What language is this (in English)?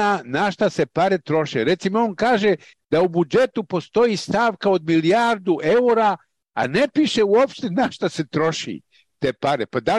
Serbian